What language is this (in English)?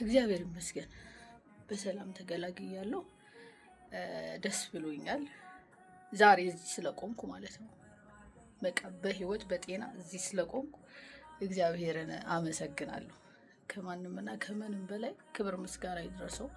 Amharic